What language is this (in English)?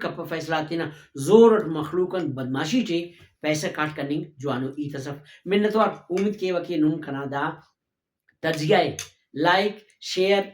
Brahui